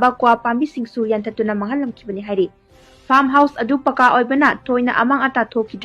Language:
Manipuri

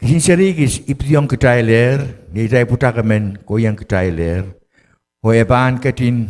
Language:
Pohnpeian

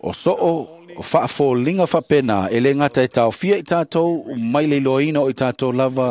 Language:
Samoan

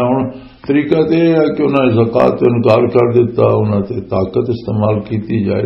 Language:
Western Panjabi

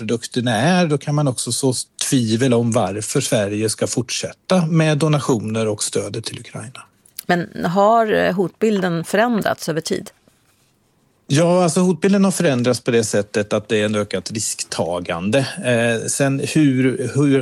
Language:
Swedish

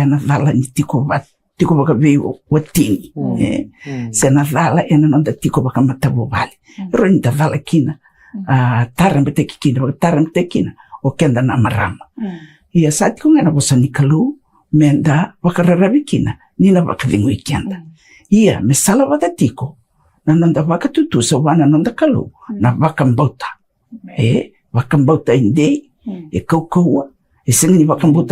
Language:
Fijian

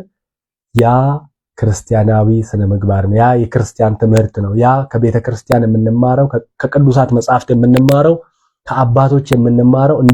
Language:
Amharic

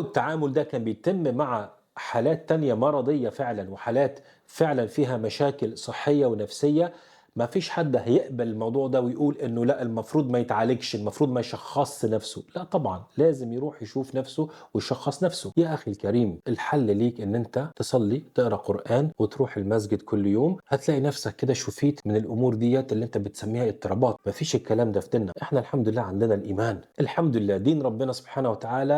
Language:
Egyptian Arabic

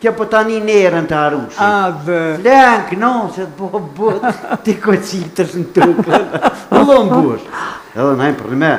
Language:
Albanian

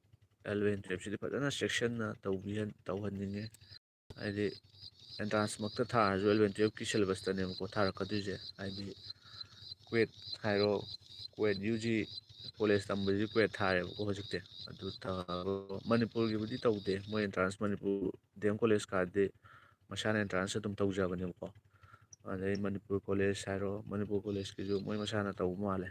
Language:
Manipuri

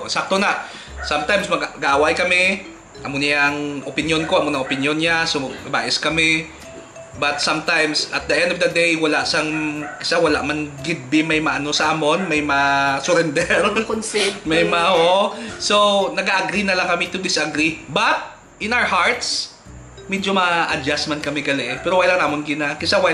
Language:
Hiligaynon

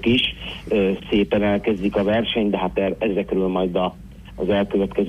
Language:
Hungarian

